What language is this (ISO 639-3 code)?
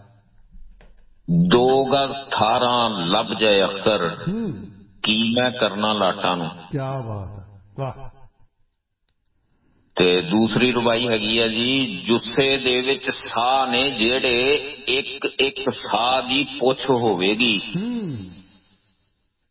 pan